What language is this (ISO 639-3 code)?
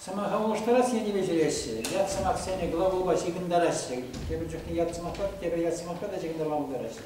chv